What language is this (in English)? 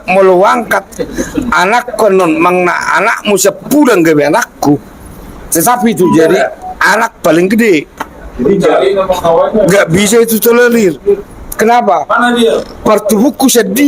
Batak Toba